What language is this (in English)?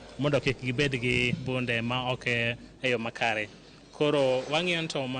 Luo (Kenya and Tanzania)